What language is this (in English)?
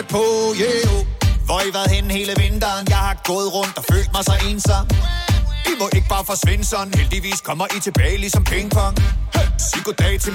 Danish